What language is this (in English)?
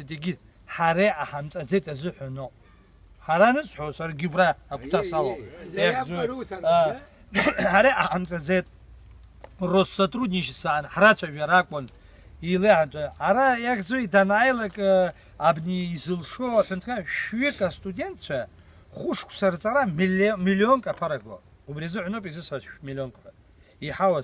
Abkhazian